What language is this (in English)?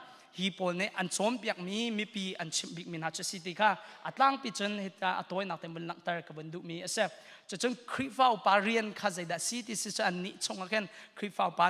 Hakha Chin